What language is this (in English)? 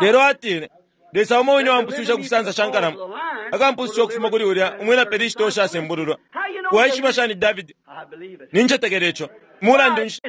Bemba